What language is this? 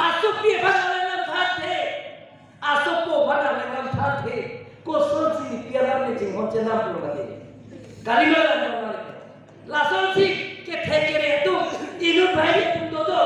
Karbi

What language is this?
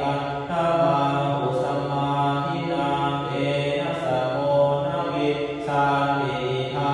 Pali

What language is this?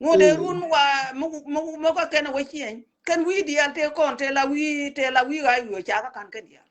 Nuer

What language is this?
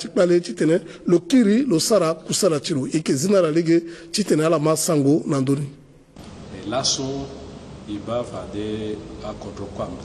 Sango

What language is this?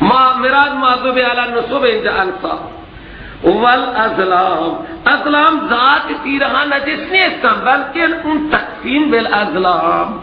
Persian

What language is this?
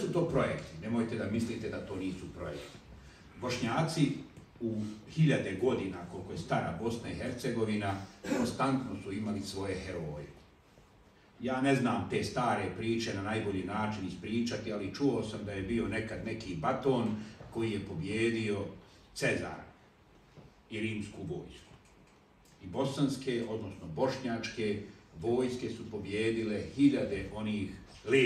Bosnian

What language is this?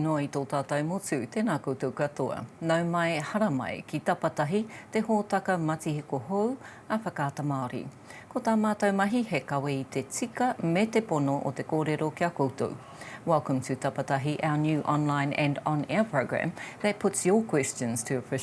Māori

